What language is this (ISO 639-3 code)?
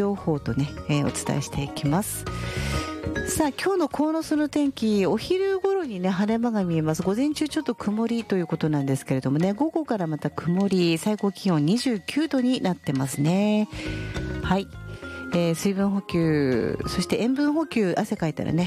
jpn